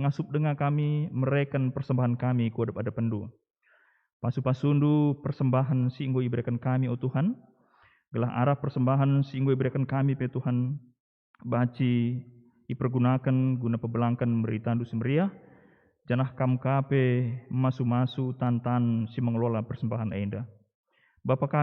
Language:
Batak Karo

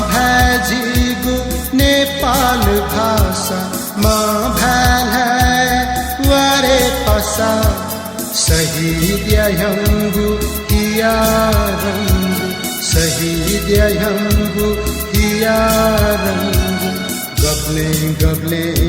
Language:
Newari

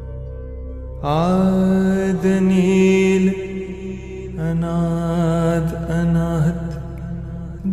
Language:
Hindi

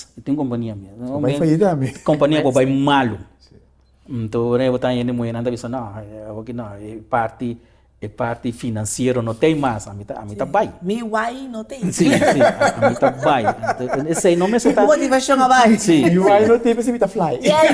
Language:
Papiamento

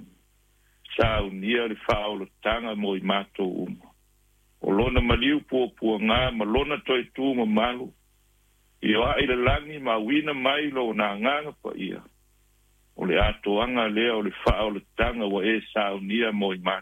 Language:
Samoan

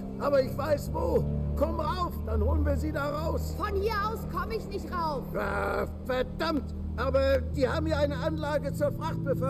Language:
Bavarian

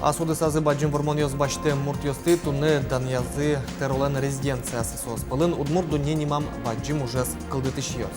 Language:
Udmurt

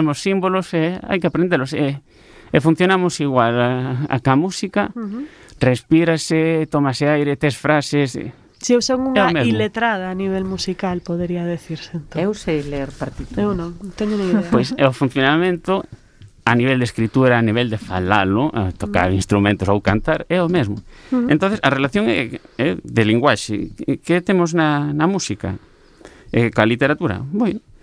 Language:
Galician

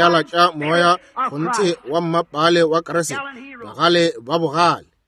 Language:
Northern Sotho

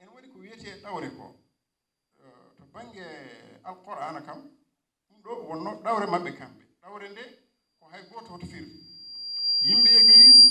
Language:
Fula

